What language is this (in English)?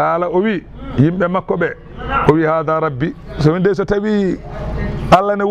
Fula